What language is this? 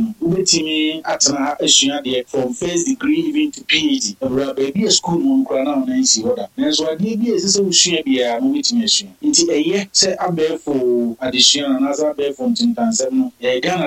Akan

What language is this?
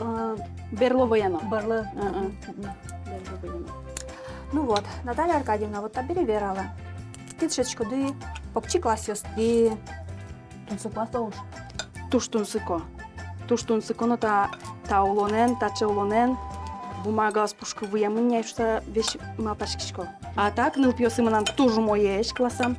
Udmurt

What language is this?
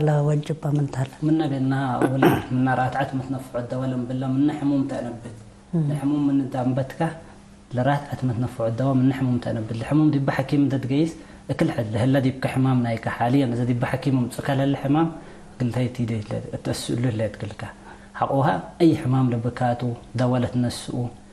Tigre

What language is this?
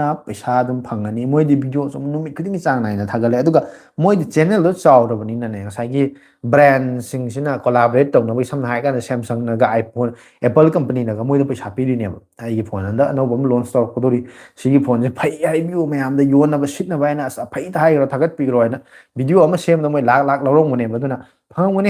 Manipuri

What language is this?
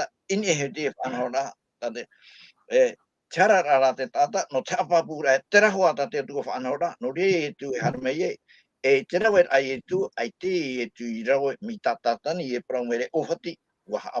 Tahitian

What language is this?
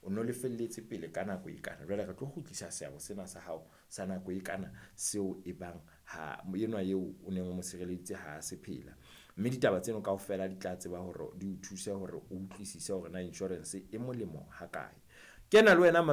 Southern Sotho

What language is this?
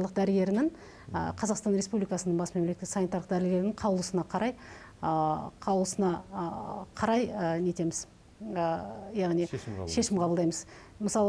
Kazakh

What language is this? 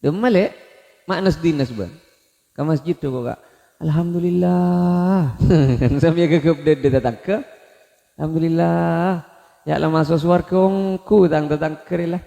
Madurese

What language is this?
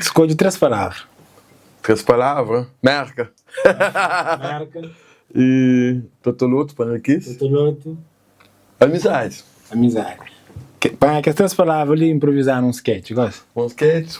Kabuverdianu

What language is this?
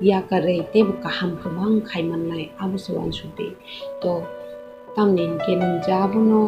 Kok Borok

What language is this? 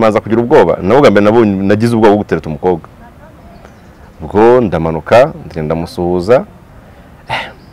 Kinyarwanda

